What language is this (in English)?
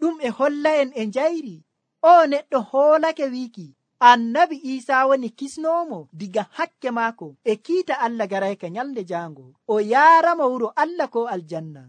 Nigerian Fulfulde